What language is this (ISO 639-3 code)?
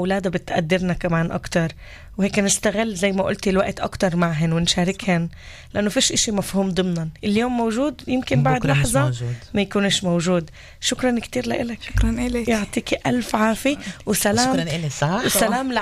apc